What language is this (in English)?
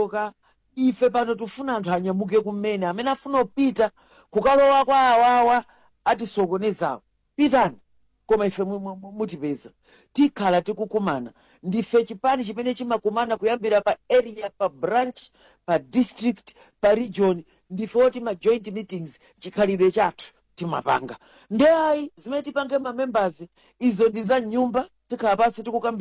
Nyanja